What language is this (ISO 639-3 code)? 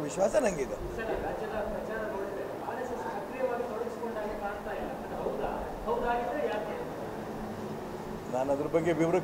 kan